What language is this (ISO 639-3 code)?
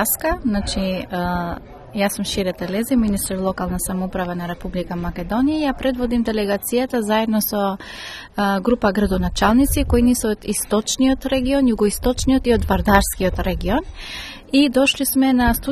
mkd